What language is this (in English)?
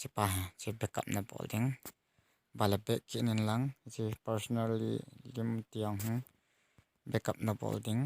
Thado Chin